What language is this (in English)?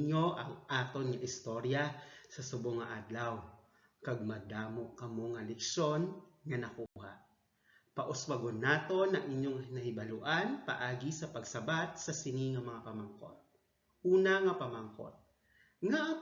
Hiligaynon